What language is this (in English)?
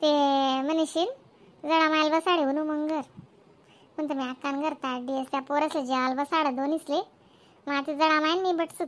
Khandesi